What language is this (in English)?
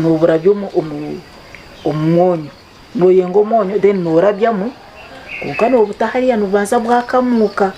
Nyankole